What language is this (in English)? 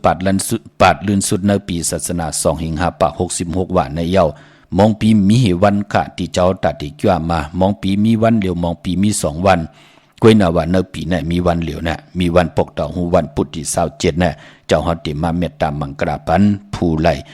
Shan